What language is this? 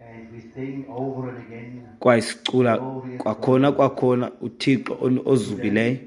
Xhosa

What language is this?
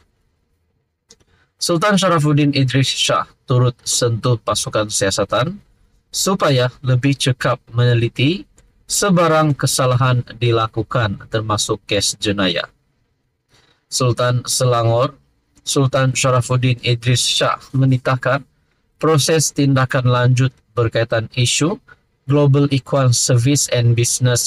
Malay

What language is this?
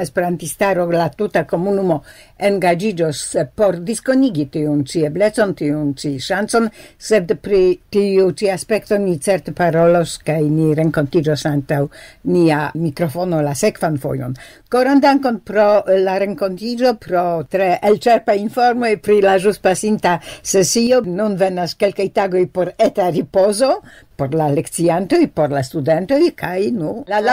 Esperanto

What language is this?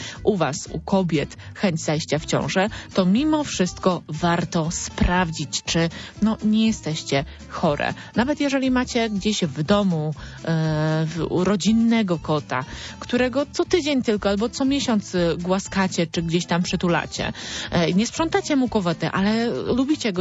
Polish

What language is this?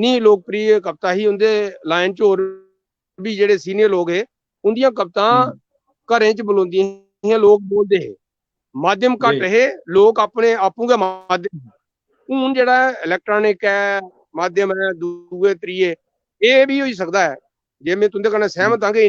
Dogri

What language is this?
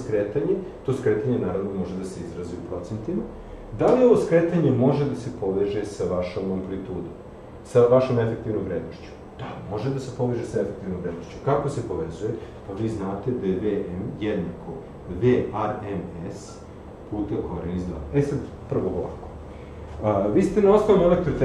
Serbian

